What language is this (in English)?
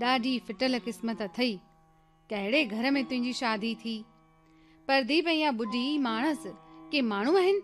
Sindhi